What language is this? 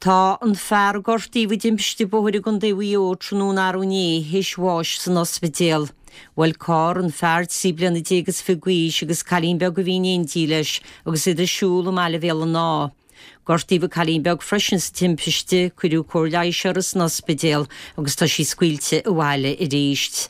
Irish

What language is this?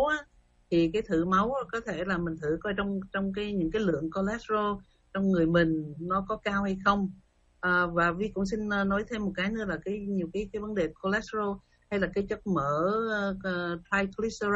Vietnamese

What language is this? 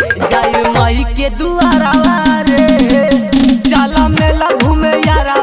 Bhojpuri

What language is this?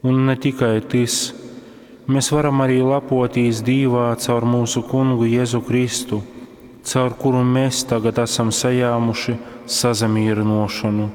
Latgalian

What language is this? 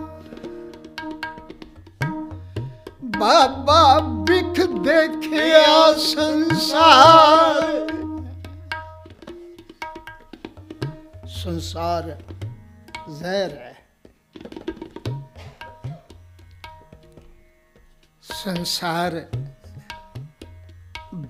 Punjabi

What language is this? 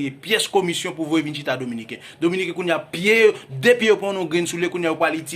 Haitian Creole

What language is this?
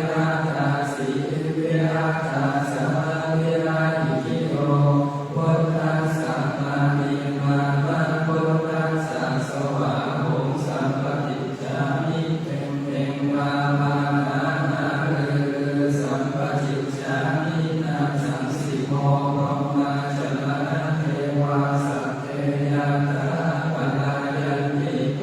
Pali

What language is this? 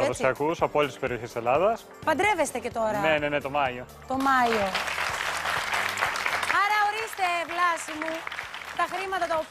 Greek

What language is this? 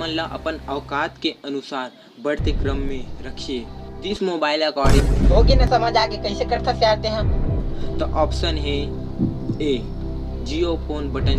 Chhattisgarhi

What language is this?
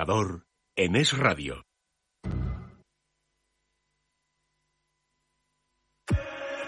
Spanish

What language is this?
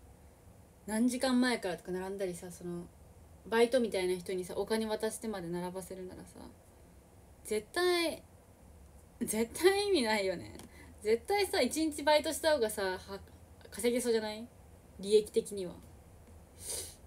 Japanese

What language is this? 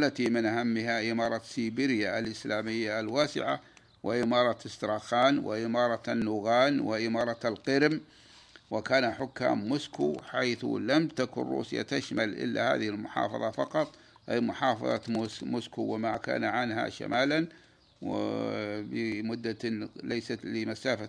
Arabic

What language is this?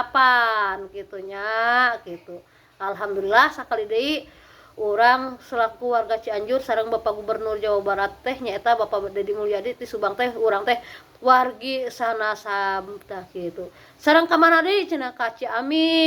Sundanese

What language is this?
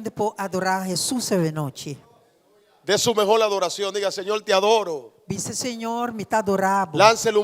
Papiamento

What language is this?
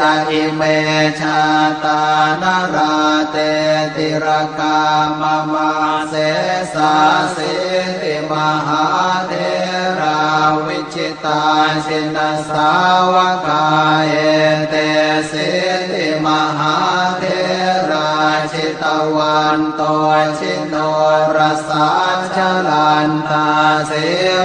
Pali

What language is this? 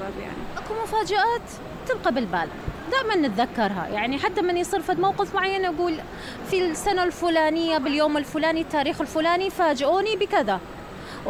Mesopotamian Arabic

